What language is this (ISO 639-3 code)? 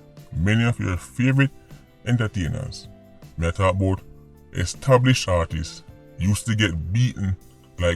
jam